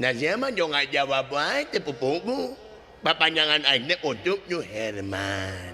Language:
Sundanese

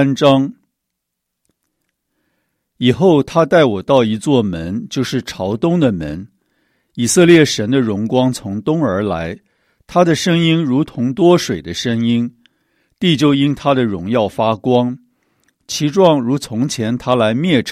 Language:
Chinese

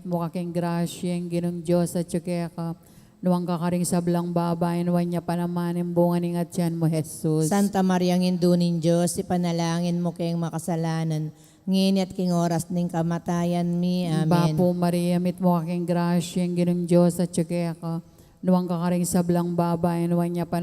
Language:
Pampanga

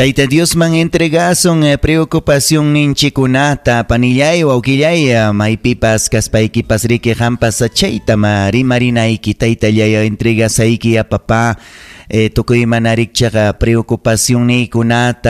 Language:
Ayacucho Quechua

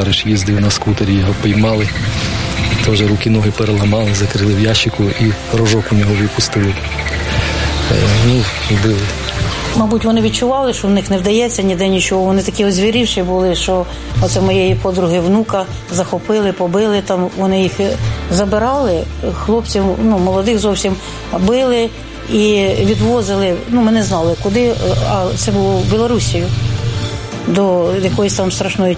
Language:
Ukrainian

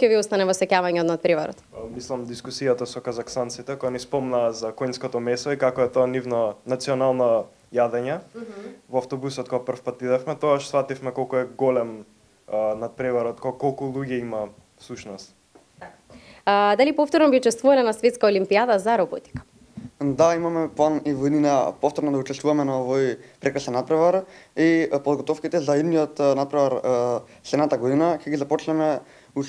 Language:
Macedonian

